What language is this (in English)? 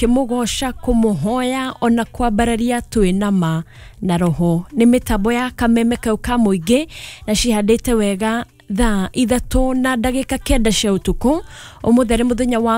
Kikuyu